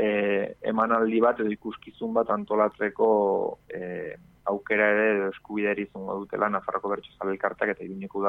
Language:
Basque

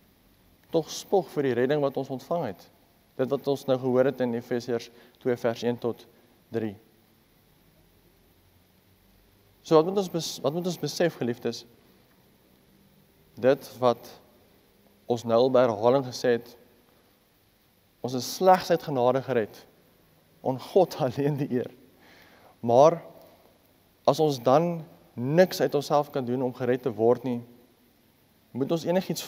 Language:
Afrikaans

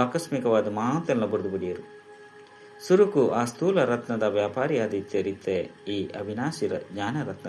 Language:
Tulu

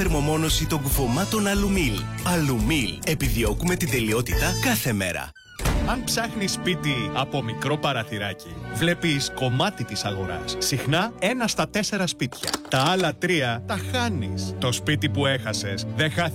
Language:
Greek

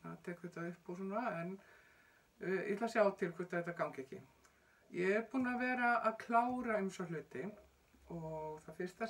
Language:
Icelandic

